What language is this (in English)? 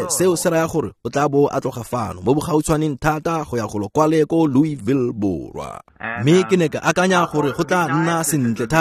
Tswana